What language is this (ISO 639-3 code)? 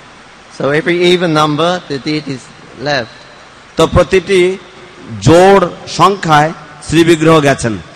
ben